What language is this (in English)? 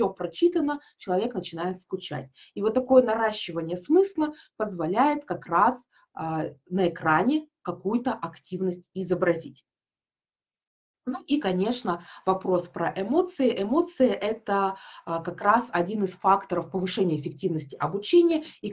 Russian